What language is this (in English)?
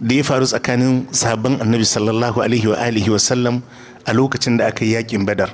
Hausa